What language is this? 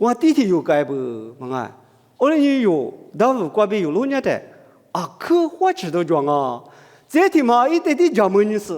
Lisu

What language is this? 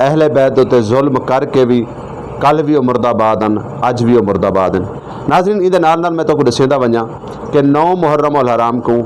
Saraiki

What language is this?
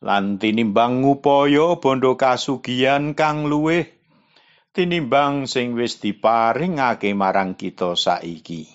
Javanese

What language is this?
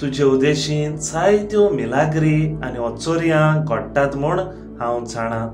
Konkani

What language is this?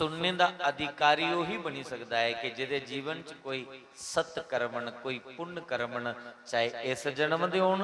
Dogri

